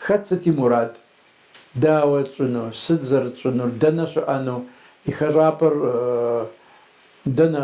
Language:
Kabardian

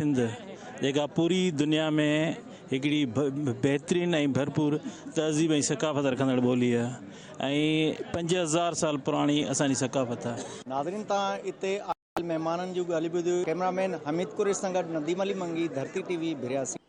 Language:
Sindhi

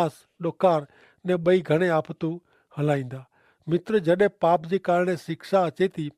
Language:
Kachhi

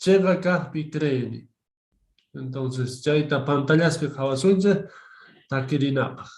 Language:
Quechua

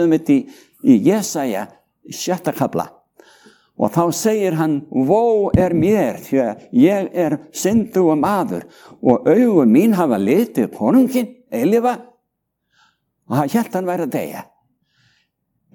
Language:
Icelandic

